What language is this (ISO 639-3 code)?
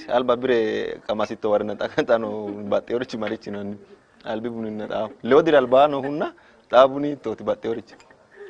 sid